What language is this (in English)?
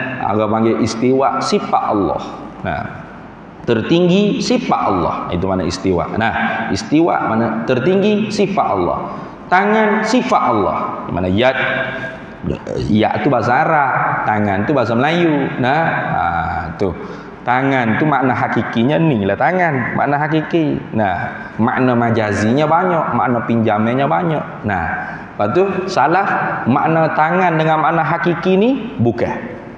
Malay